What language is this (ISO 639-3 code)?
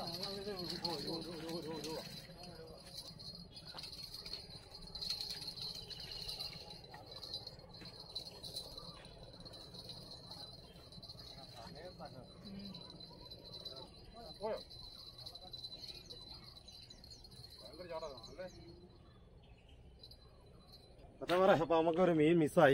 mal